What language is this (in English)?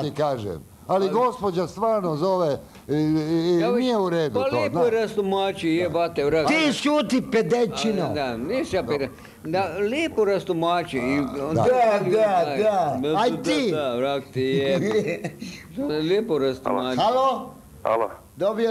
Croatian